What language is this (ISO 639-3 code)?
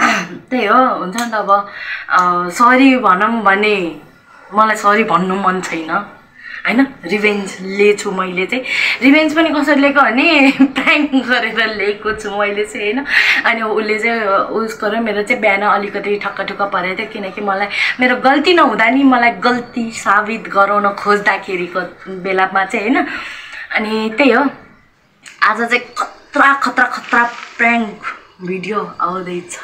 nep